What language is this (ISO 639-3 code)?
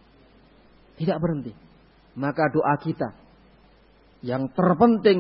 ind